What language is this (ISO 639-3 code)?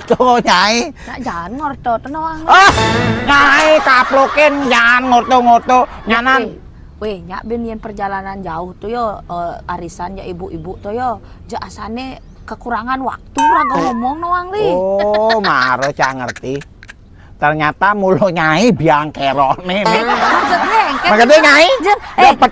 ban